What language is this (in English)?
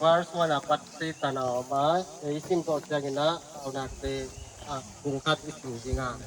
Paite Chin